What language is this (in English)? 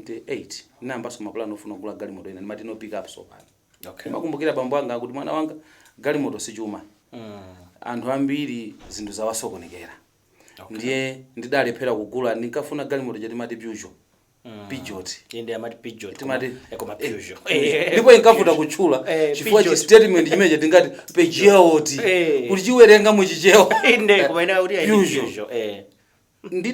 Nyanja